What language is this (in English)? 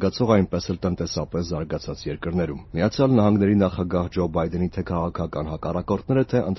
Armenian